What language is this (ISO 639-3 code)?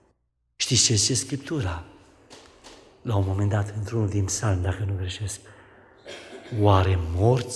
ron